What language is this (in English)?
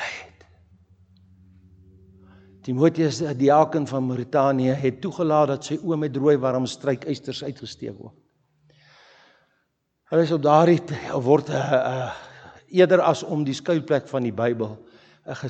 Afrikaans